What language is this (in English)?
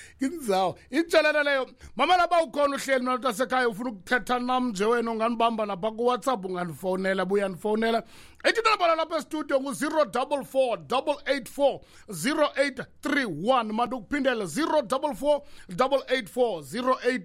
Xhosa